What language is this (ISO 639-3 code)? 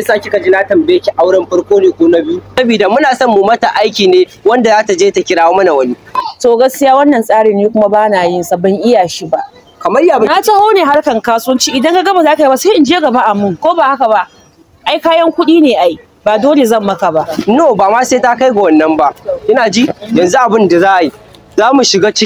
hau